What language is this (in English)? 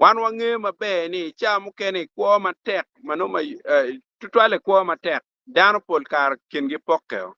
Acoli